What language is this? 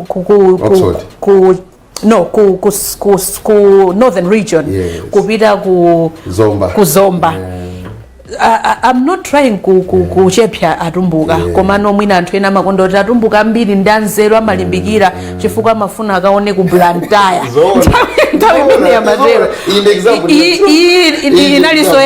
Nyanja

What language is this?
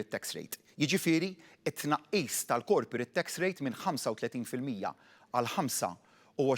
Maltese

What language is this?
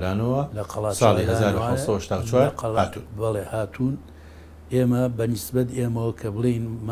Central Kurdish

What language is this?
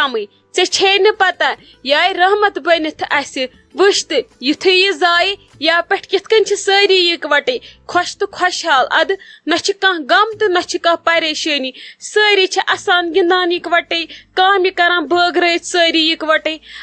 Kashmiri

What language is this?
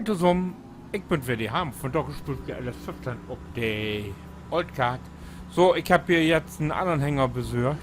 Low German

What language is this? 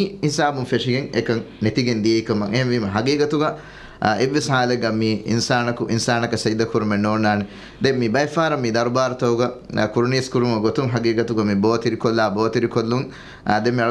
Divehi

